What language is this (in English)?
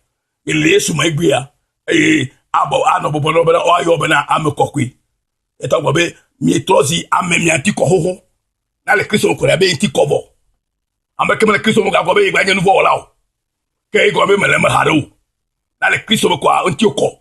Ewe